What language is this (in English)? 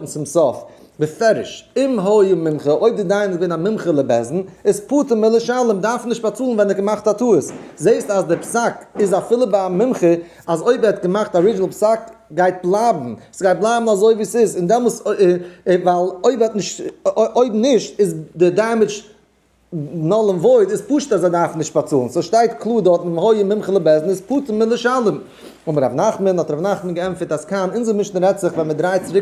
Yiddish